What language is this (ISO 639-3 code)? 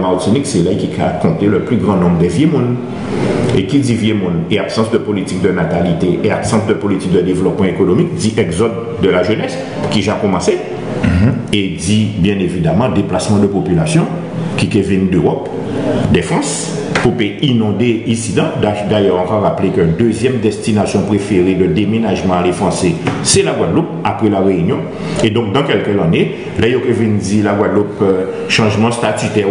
gcf